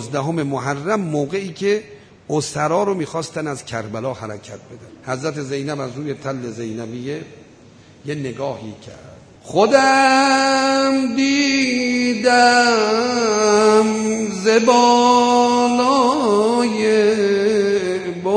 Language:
Persian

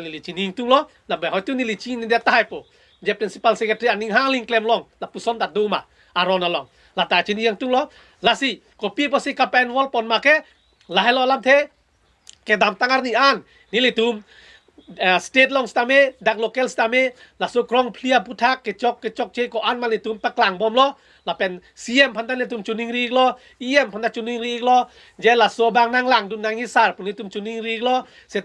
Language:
Karbi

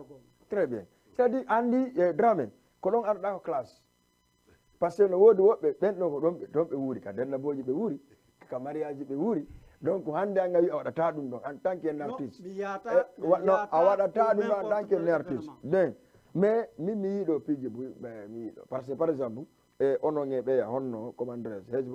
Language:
Fula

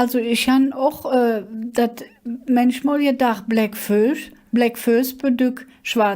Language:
Colognian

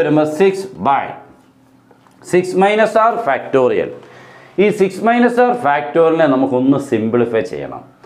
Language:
Malayalam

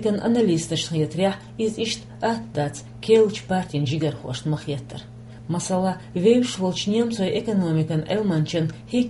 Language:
Chechen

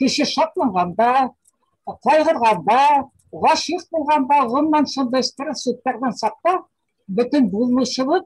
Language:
Bashkir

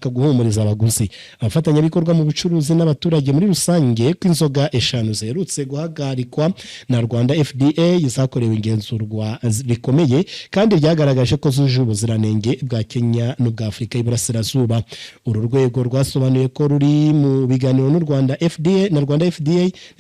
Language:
Kinyarwanda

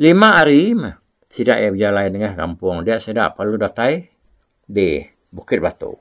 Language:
Iban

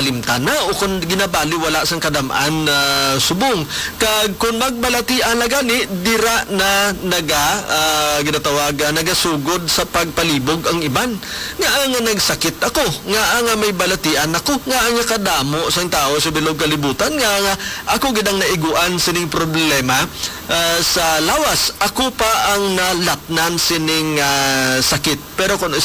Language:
Hiligaynon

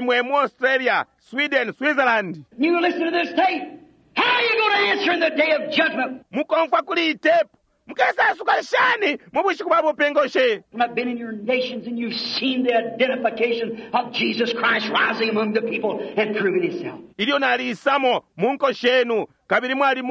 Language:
Bemba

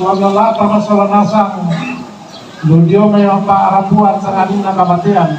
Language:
Toraja-Sa'dan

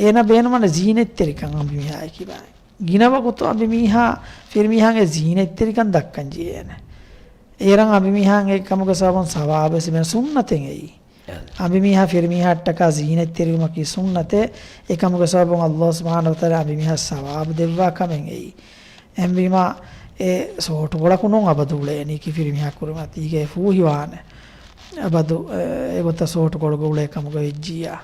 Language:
Divehi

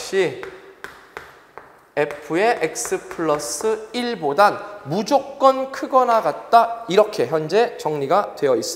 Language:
Korean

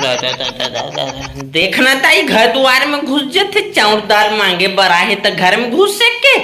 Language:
Chhattisgarhi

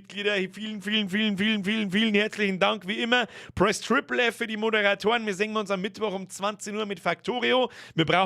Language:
Bavarian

